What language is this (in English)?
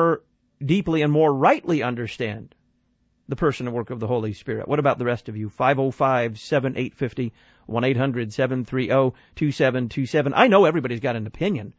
English